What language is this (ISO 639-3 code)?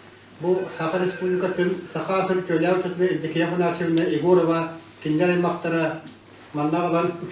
sah